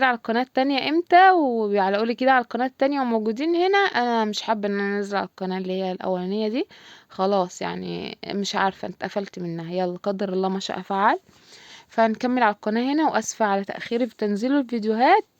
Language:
Egyptian Arabic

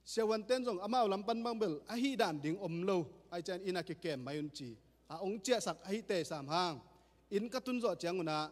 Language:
Tedim Chin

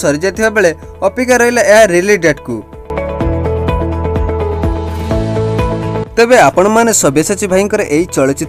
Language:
Odia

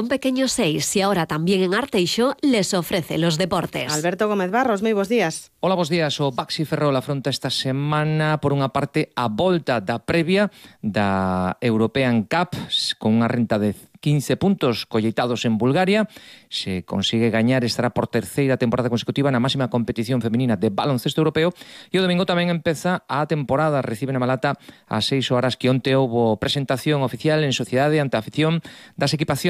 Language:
Galician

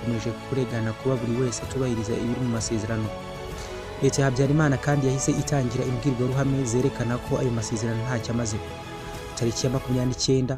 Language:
Kinyarwanda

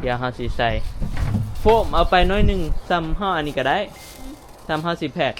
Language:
Northeastern Thai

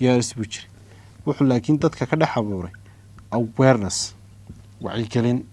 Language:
Somali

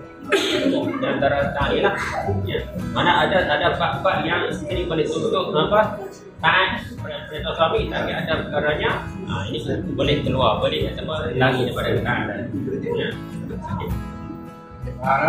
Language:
Malay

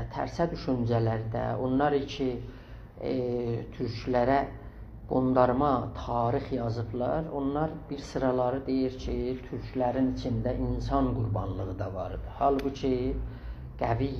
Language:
South Azerbaijani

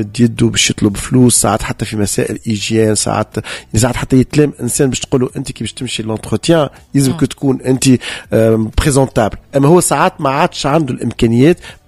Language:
Tunisian Arabic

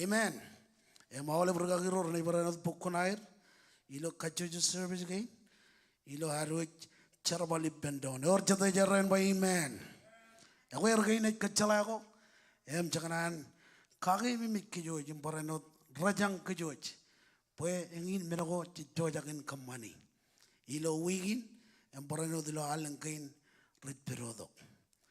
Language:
Marshallese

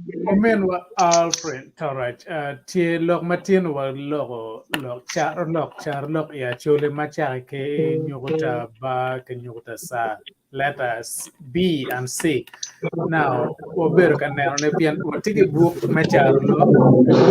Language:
Acoli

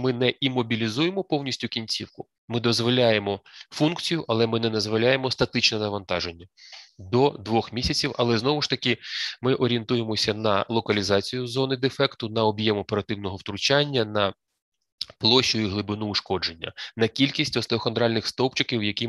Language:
Ukrainian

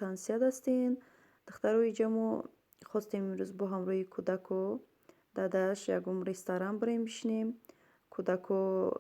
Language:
Tajik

